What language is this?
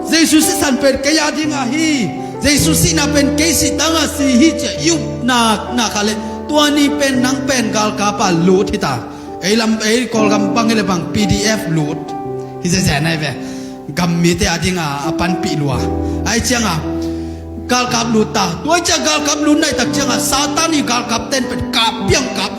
Tedim Chin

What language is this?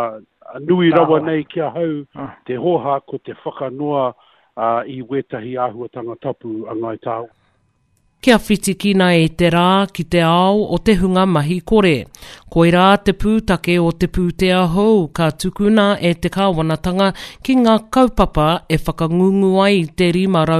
Māori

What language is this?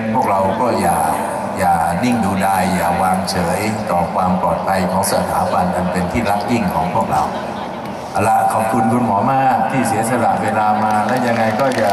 Thai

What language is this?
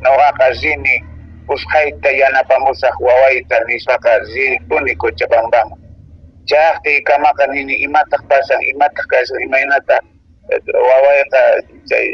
Quechua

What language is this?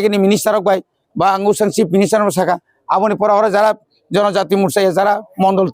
Kok Borok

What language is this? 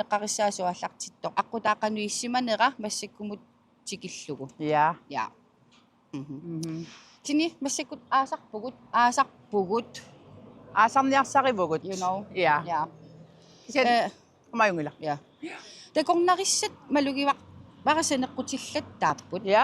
Kalaallisut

